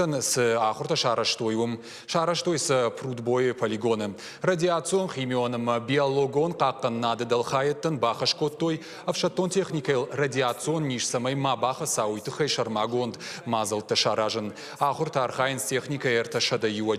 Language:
Ossetic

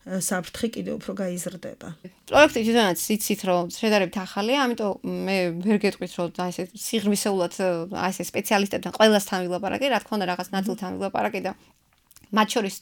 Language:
Georgian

